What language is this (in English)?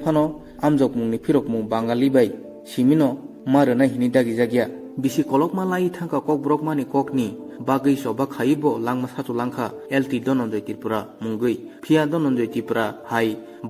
Kok Borok